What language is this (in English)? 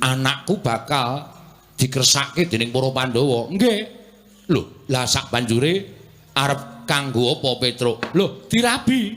Javanese